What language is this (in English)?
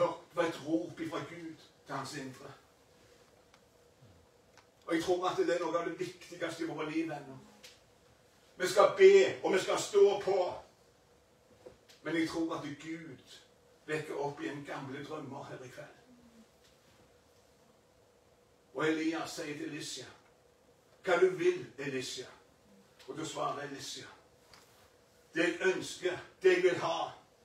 Norwegian